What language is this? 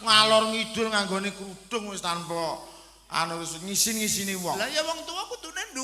Javanese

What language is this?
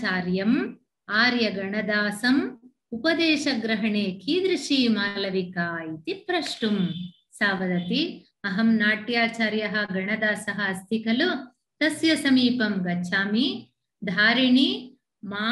Sanskrit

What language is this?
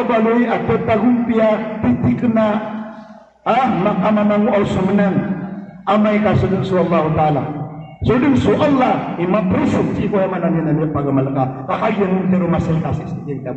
Maranao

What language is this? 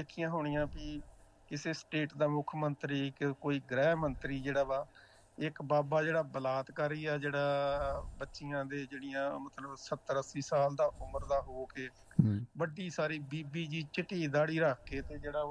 Punjabi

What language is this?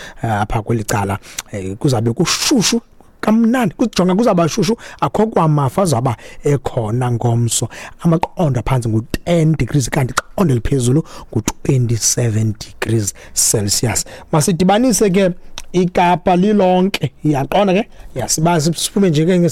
Xhosa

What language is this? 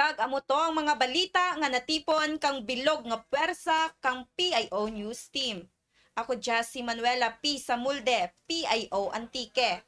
Kinaray-a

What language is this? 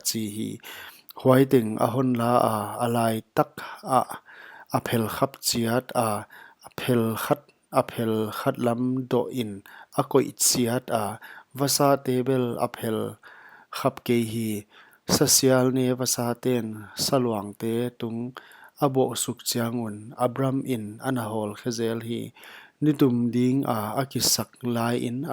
Paite Chin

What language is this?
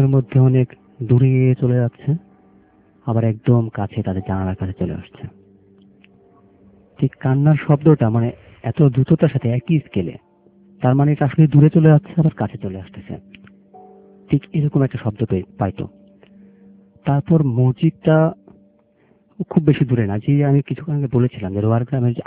Bangla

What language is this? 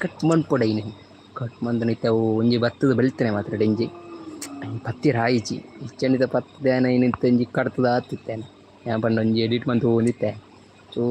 Tulu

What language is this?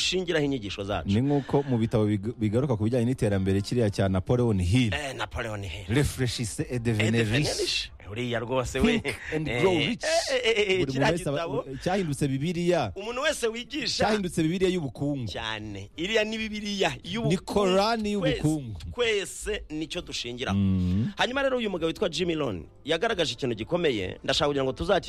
Kinyarwanda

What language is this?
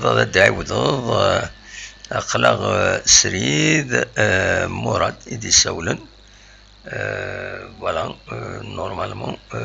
Kabyle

